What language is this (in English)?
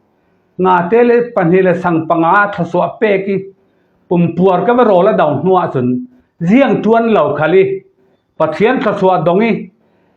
Falam Chin